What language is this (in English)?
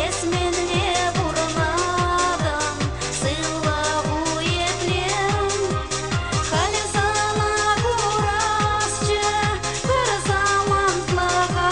Chuvash